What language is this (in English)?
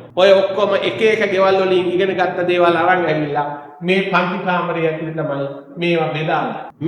Sinhala